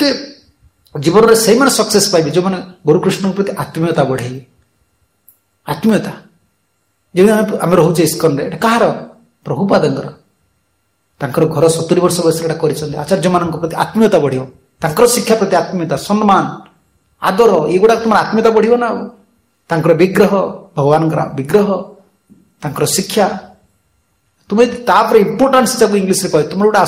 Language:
Odia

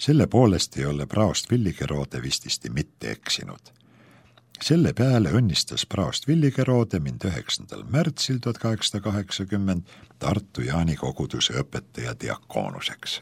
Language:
Estonian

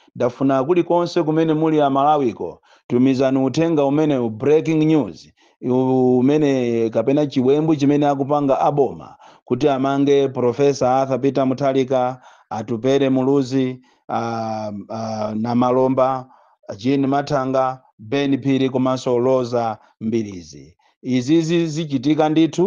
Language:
Nyanja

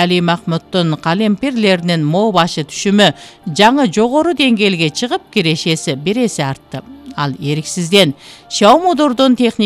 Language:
Kyrgyz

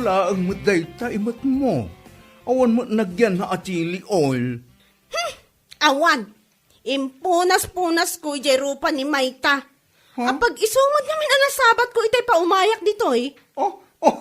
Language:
Iloko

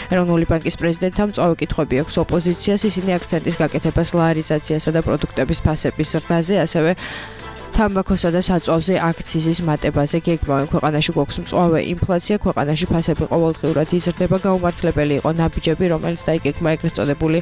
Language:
Georgian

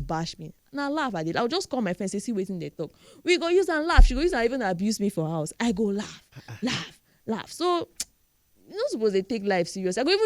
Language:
Nigerian Pidgin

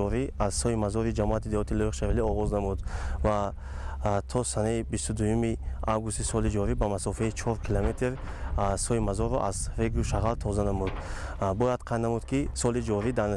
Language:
Tajik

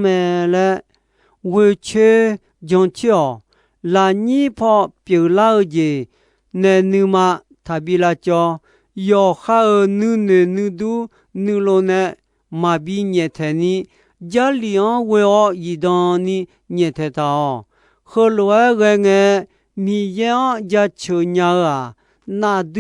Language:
Akha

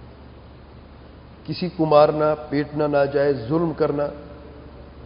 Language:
Urdu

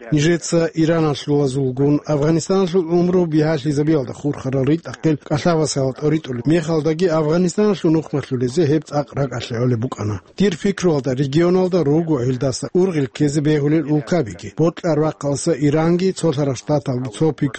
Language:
Avaric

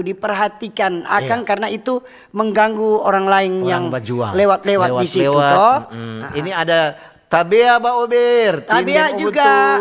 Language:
Manado Malay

